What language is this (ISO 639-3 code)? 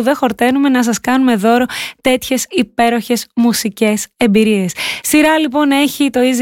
ell